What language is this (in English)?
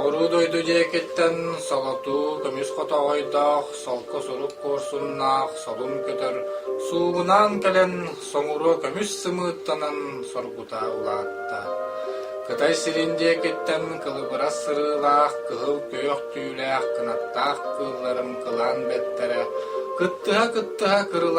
Yakut